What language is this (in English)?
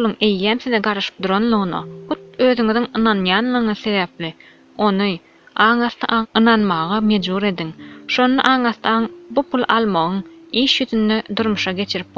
Turkmen